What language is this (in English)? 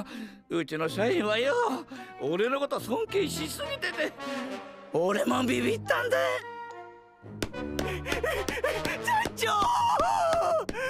Japanese